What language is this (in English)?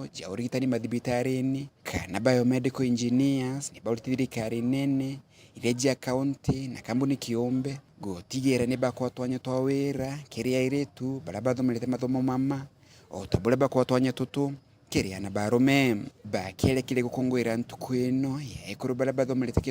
Meru